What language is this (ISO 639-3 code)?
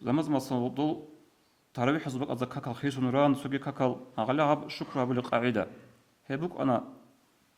ava